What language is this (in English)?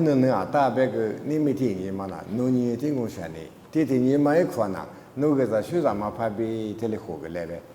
Lisu